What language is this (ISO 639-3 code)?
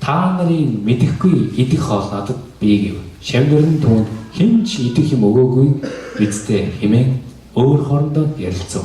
mon